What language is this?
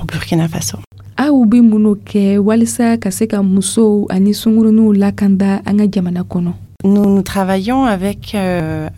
Dyula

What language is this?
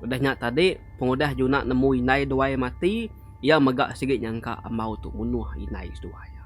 Iban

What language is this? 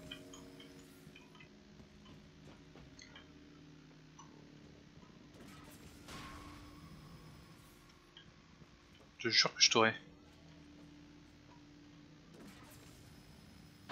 French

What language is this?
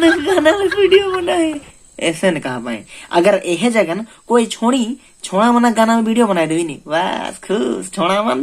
Sadri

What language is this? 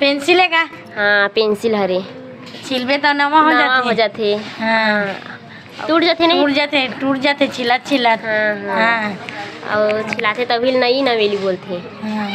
Chhattisgarhi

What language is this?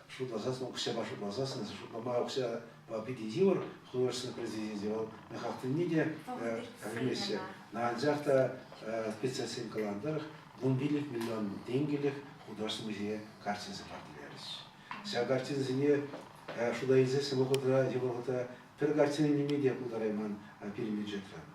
Chuvash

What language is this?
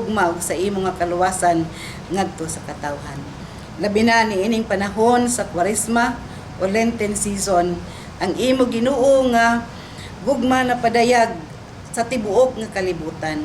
Cebuano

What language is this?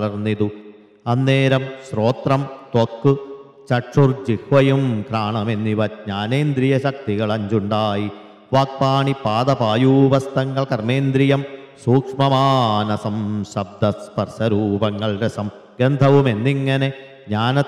Malayalam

